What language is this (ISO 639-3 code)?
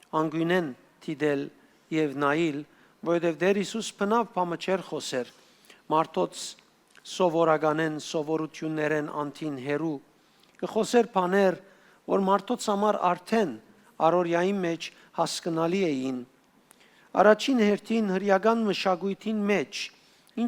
hyw